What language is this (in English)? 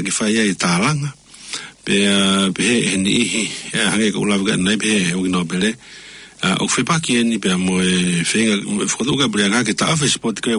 Tongan